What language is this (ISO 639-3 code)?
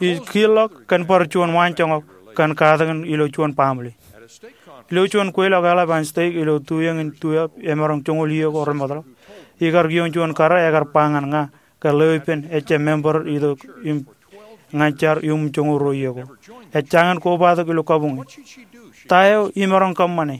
mah